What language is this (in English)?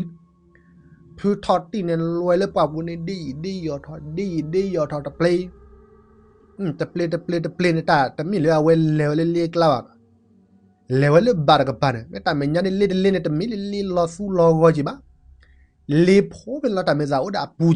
S'gaw Karen